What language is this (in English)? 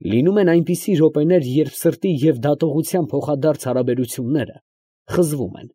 Armenian